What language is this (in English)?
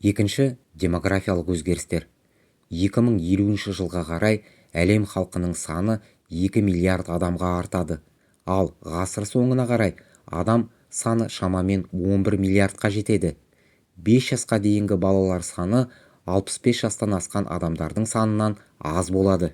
Kazakh